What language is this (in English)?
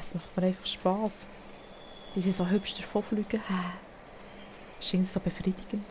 Swiss German